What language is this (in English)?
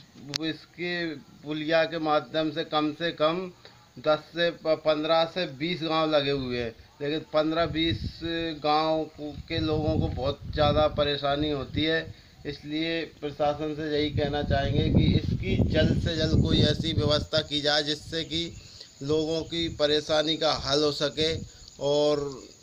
Hindi